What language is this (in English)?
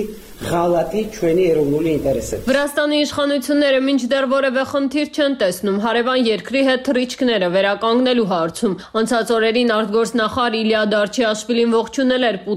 Armenian